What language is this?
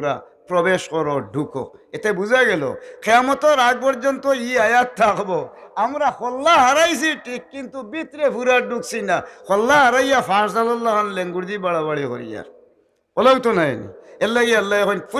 Sylheti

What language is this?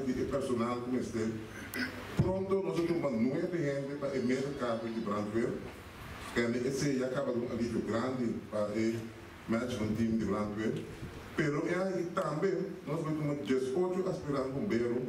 Papiamento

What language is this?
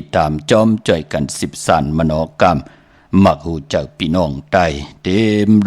Shan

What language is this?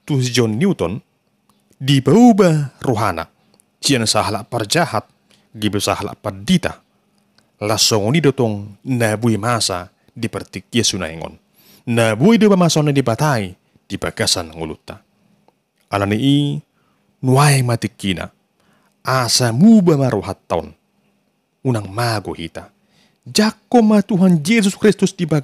Batak Toba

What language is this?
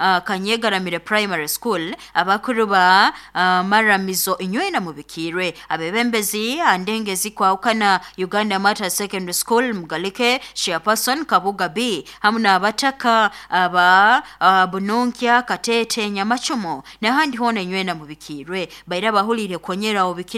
Nyoro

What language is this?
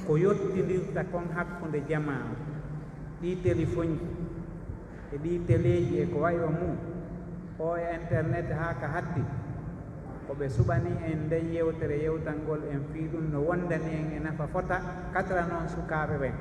Pular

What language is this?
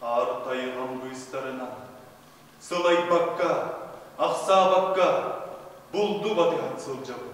Yakut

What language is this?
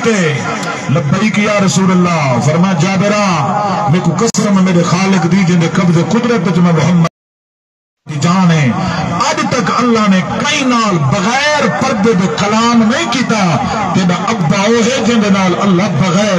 Saraiki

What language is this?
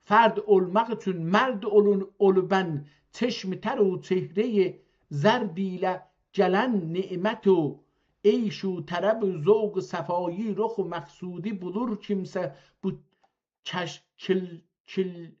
South Azerbaijani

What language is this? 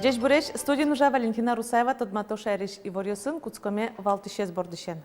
Udmurt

